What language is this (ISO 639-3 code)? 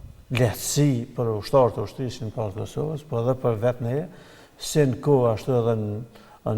sqi